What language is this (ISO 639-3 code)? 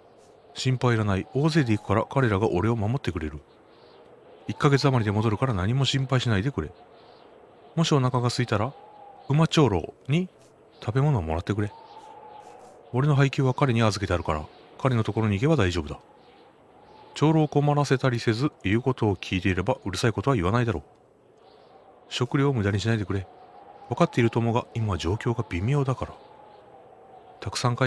jpn